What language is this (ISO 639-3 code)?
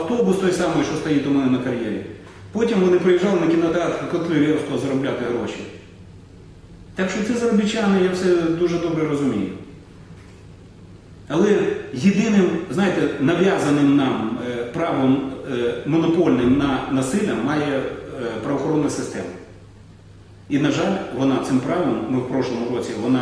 ukr